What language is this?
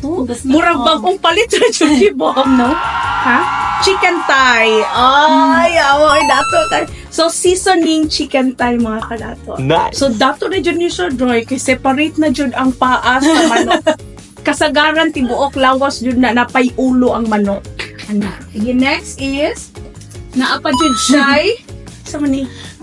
Cebuano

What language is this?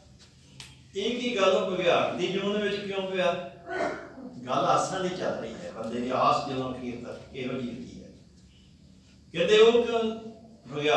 Punjabi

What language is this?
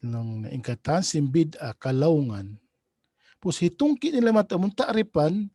Tausug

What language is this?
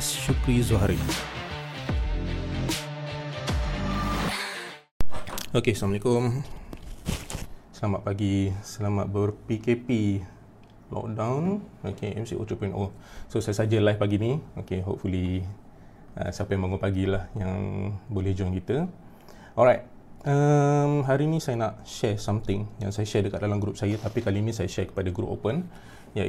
Malay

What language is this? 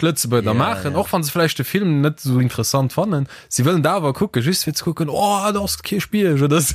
Luxembourgish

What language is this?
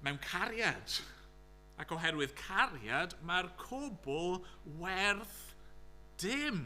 Welsh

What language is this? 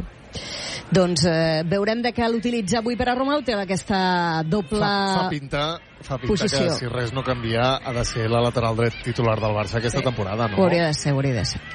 Catalan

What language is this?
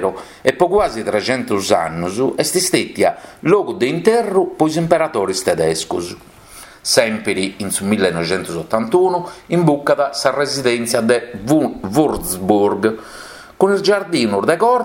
Sardinian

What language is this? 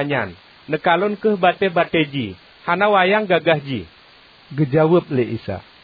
Achinese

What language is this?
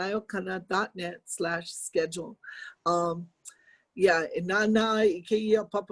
Hawaiian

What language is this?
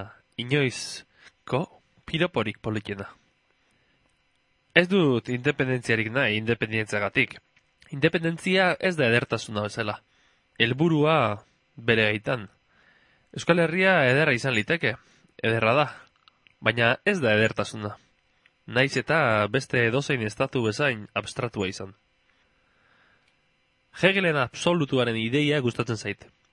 Basque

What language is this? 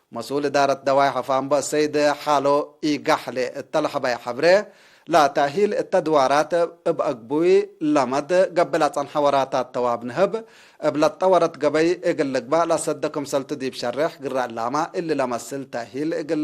Tigre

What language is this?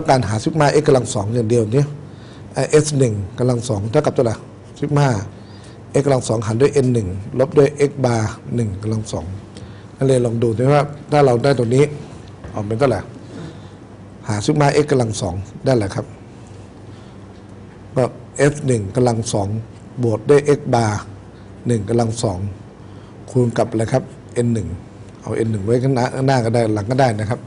Thai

